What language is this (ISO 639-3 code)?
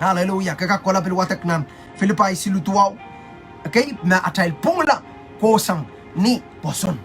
pon